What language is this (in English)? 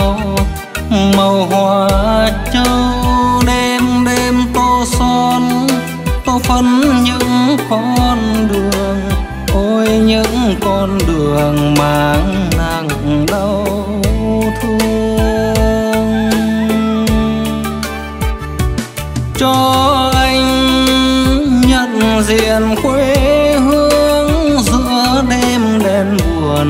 Vietnamese